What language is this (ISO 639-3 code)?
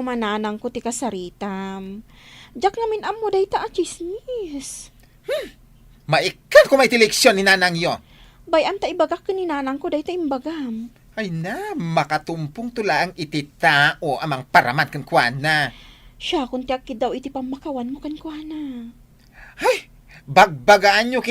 ilo